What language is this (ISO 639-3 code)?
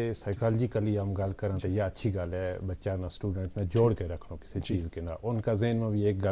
gju